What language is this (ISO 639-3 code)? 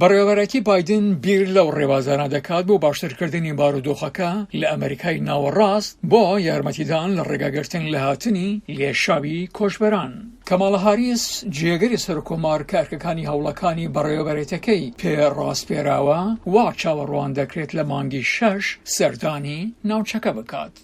ckb